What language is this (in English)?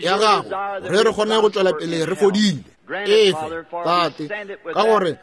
Northern Sotho